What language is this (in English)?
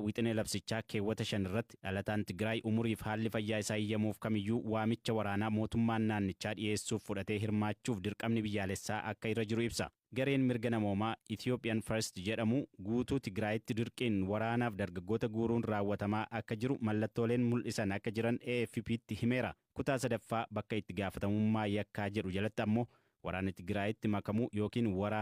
Oromo